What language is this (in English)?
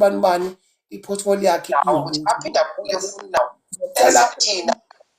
Zulu